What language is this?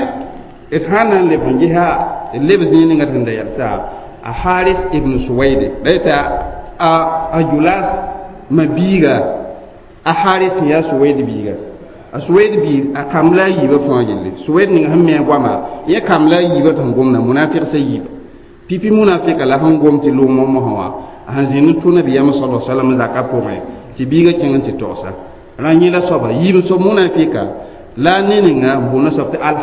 Mossi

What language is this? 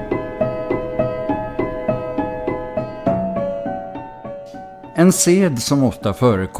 Swedish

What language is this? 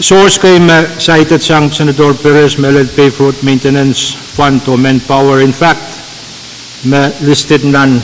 Pohnpeian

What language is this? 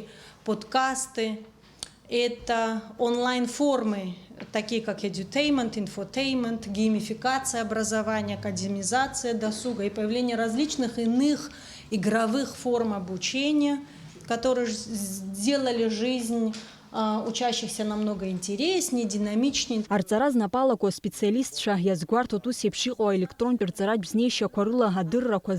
Abkhazian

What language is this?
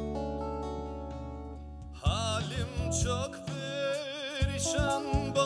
Turkish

